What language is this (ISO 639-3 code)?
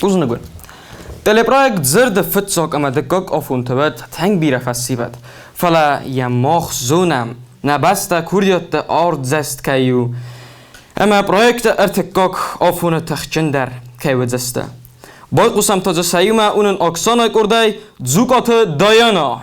oss